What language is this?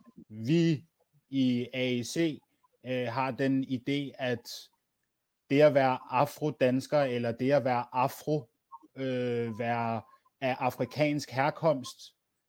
Danish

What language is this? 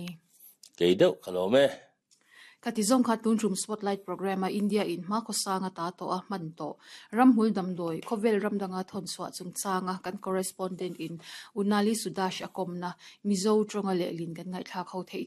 Mizo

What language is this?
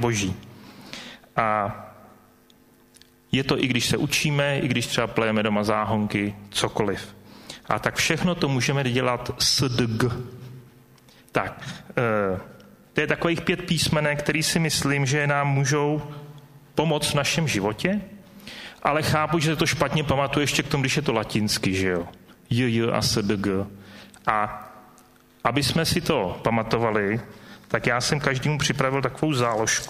Czech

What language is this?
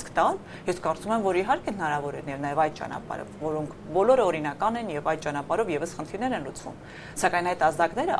Armenian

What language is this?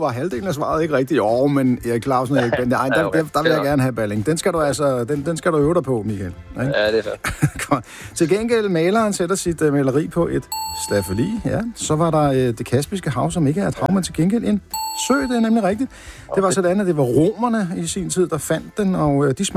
Danish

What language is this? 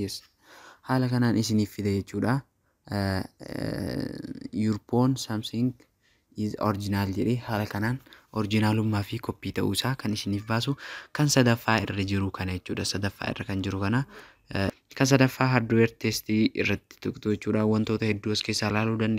Oromo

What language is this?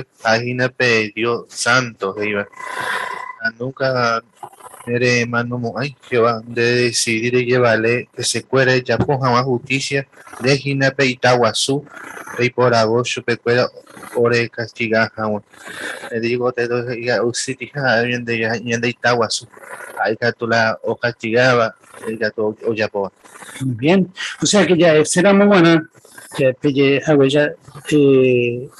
Guarani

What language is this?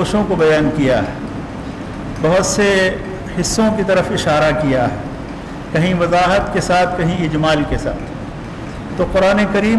Urdu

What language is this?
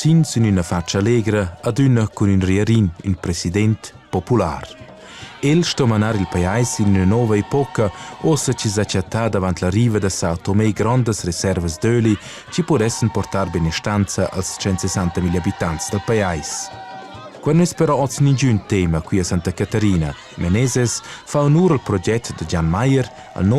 Romansh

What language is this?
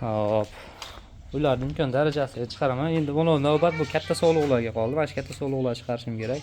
Uzbek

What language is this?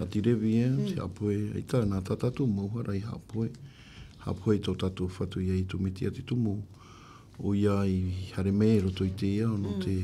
Tahitian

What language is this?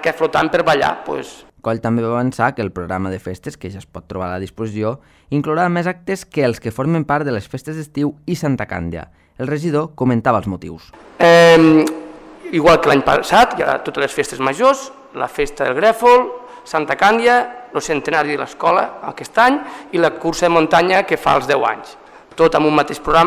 Catalan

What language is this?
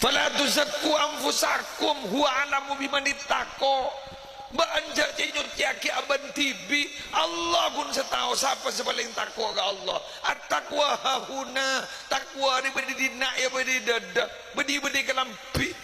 Madurese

